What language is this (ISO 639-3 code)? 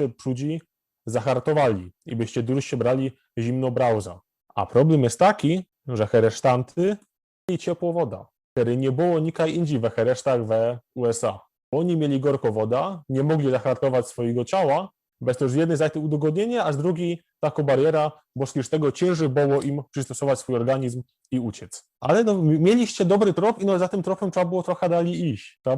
szl